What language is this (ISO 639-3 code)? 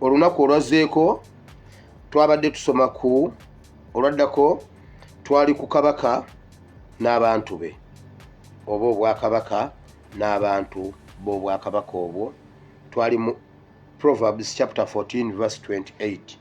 lug